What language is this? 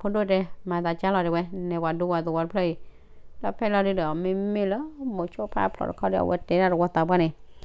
S'gaw Karen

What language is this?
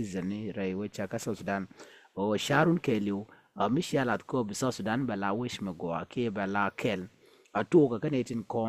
Nuer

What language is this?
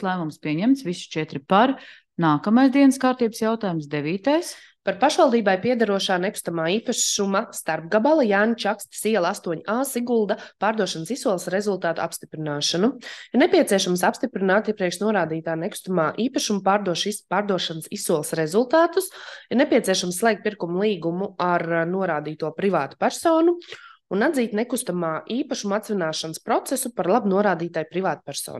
Latvian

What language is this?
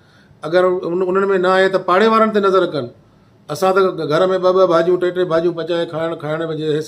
Sindhi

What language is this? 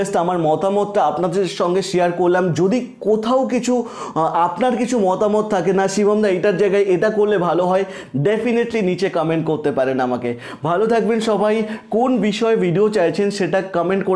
Bangla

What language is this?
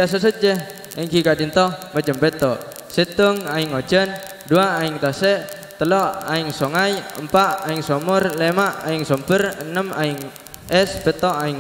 Madurese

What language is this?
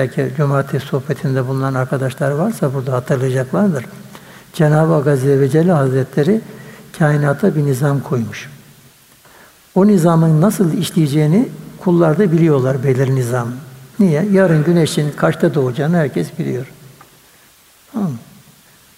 Turkish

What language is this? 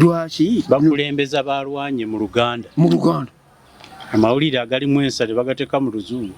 Ganda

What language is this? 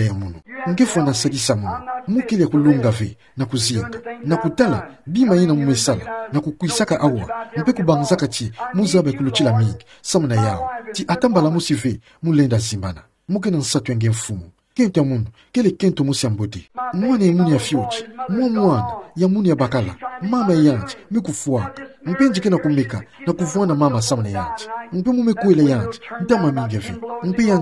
Kituba (Democratic Republic of Congo)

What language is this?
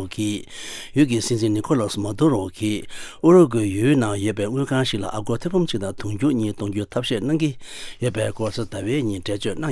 Tibetan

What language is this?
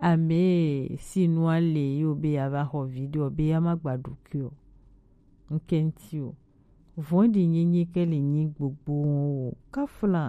Gen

